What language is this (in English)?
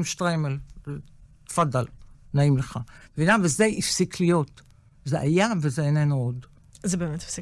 Hebrew